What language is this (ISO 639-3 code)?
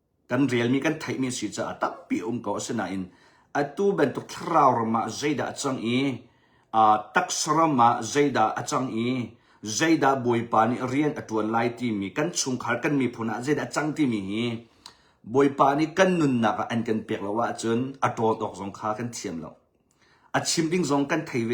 cnh